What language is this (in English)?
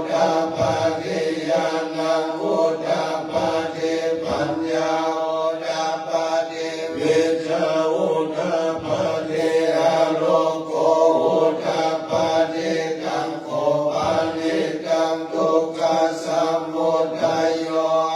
Pali